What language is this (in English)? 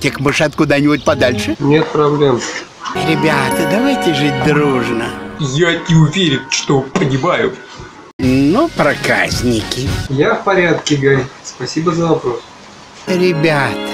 Russian